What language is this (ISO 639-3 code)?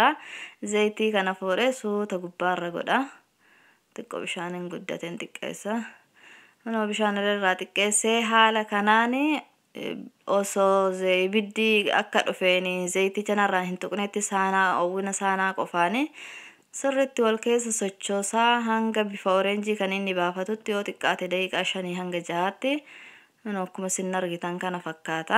orm